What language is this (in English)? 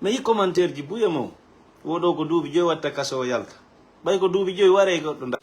Fula